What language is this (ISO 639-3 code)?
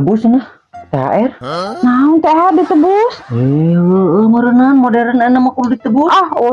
sun